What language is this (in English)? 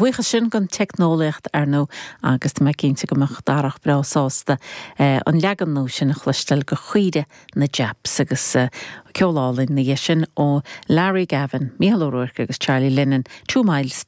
Irish